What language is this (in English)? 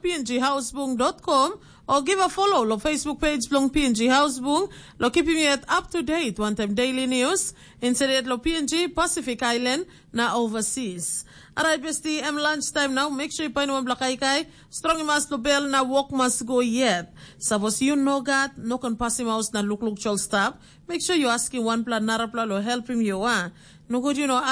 Tok Pisin